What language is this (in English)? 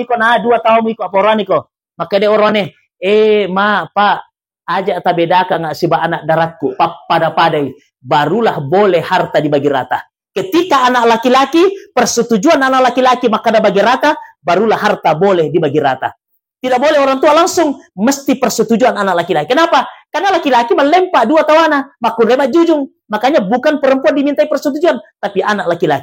Buginese